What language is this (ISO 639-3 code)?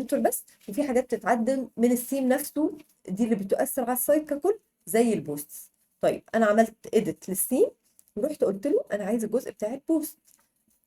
arz